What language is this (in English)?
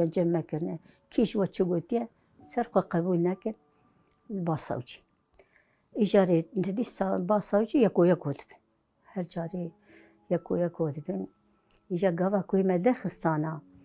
Kurdish